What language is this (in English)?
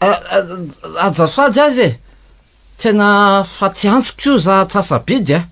Malagasy